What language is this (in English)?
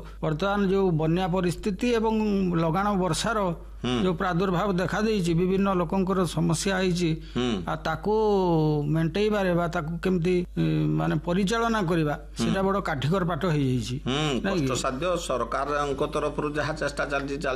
Odia